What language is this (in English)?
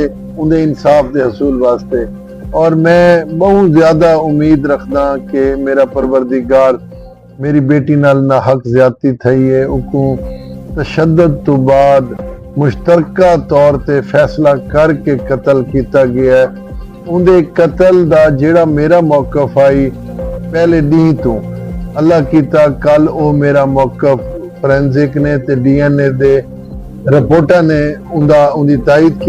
Saraiki